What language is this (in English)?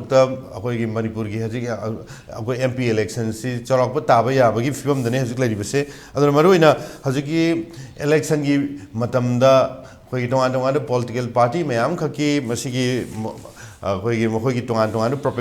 Manipuri